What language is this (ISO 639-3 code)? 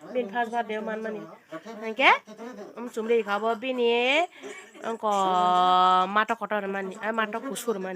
trp